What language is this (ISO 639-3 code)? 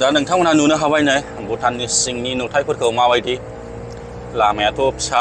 brx